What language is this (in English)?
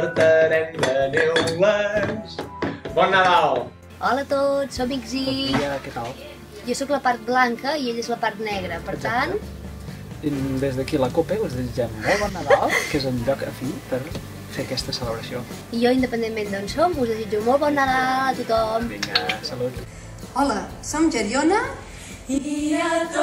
Catalan